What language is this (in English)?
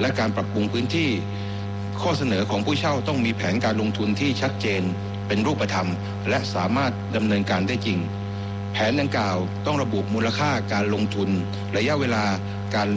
Thai